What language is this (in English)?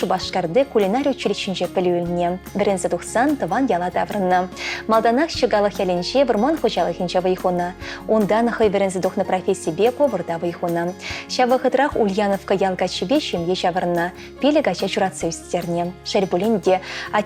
Chuvash